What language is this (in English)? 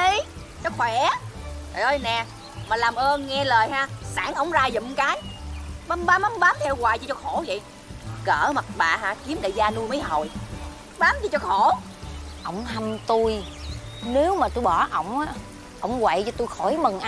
Vietnamese